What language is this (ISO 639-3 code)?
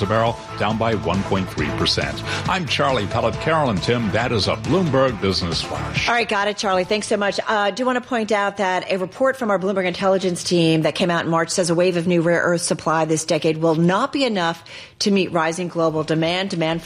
eng